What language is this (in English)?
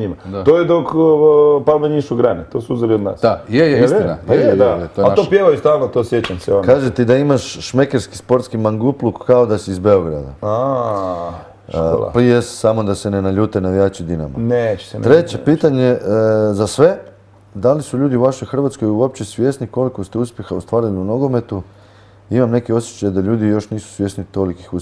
Croatian